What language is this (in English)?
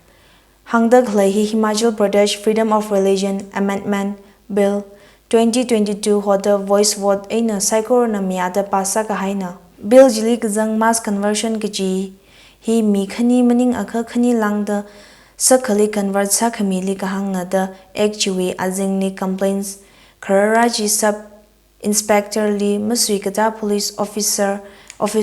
Tangkhul Naga (India)